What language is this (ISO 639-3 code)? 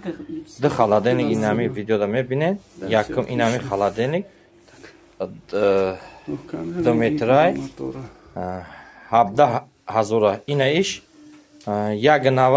tgk